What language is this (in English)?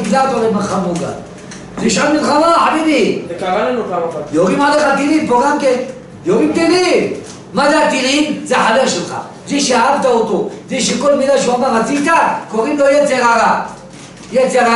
Hebrew